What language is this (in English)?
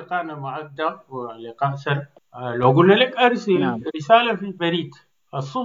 Sudanese Arabic